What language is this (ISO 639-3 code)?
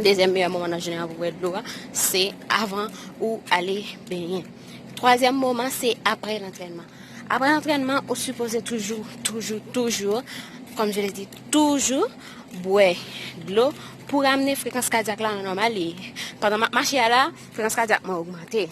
hat